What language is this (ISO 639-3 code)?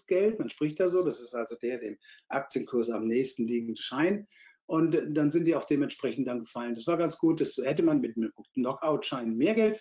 deu